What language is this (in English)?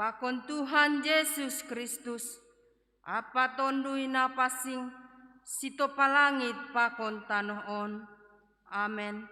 Batak Simalungun